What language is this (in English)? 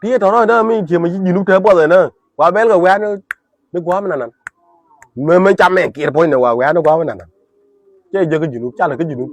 Nuer